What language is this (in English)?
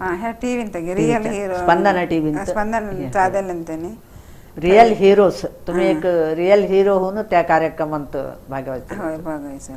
Konkani